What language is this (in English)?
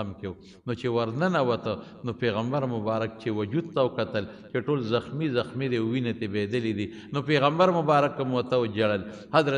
Pashto